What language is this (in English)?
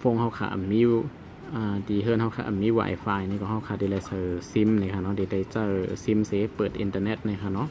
Shan